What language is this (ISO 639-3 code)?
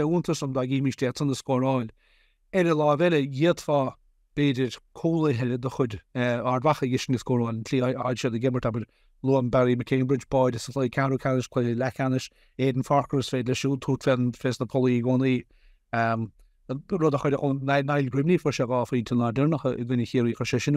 gle